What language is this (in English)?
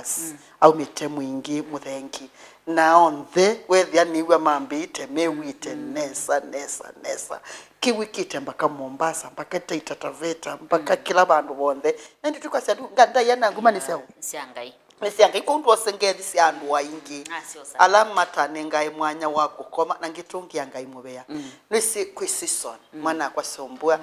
Kamba